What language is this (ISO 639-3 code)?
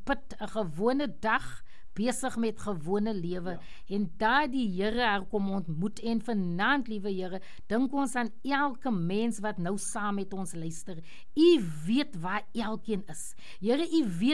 afr